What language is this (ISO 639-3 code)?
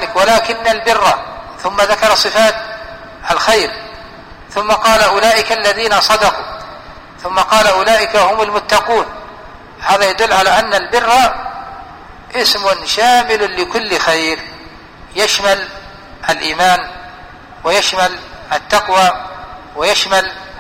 ara